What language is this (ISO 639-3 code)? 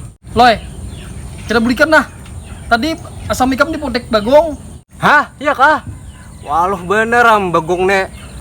bjn